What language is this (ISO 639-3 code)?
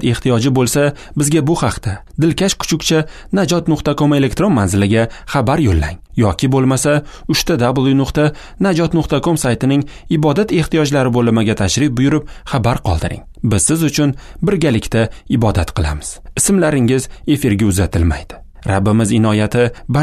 uzb